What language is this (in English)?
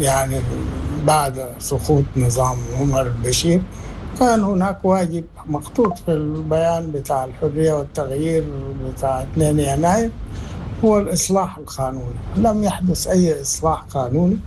Sudanese Arabic